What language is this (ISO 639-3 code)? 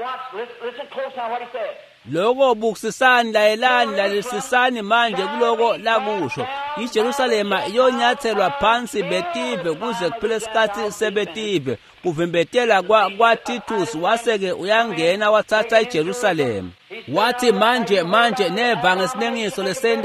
ssw